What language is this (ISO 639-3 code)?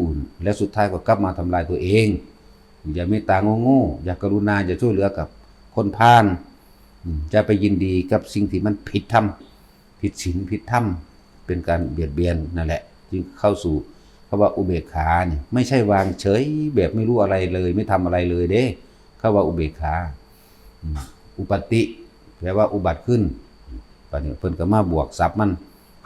tts